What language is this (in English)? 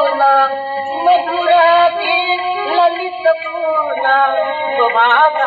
Newari